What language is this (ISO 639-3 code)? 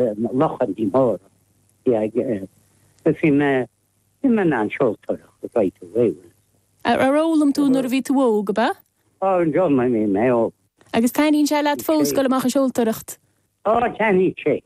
gle